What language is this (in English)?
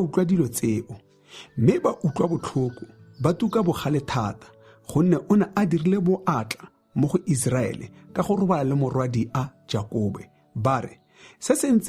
Tswana